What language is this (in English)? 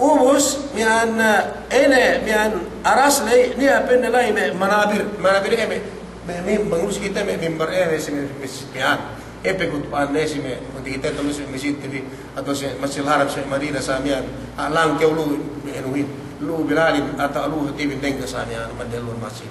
Yakan